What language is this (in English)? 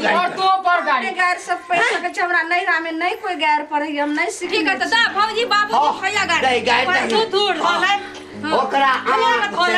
Maithili